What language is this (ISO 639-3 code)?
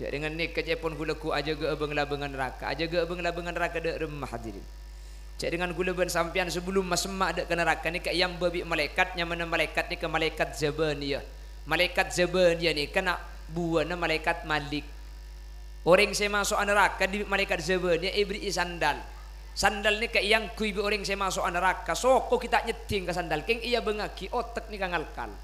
mad